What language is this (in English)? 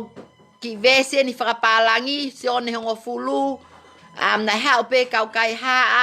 Tongan